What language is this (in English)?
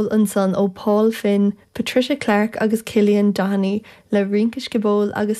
Irish